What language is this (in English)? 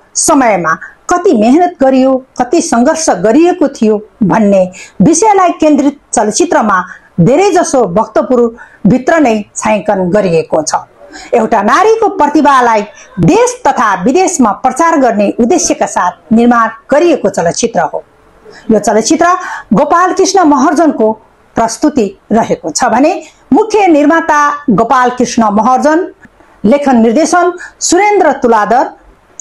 Nepali